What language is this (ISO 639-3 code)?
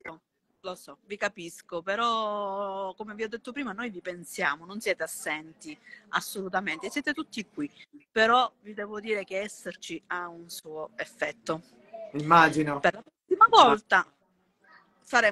ita